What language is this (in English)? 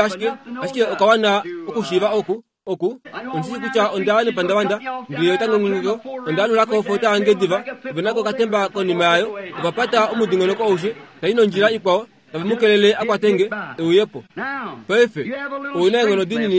Kuanyama